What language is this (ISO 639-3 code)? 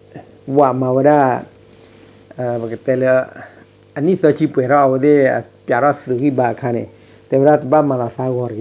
ksw